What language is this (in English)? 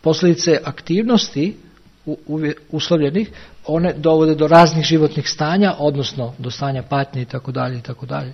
Serbian